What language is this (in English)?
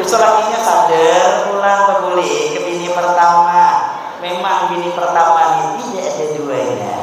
Banjar